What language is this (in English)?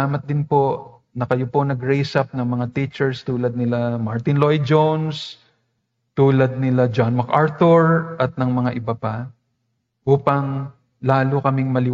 Filipino